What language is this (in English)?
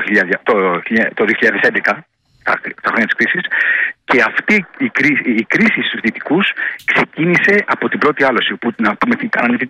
Greek